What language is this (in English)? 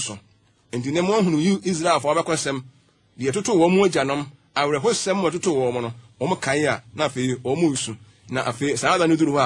Akan